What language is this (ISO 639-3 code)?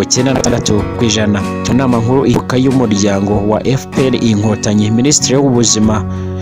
kin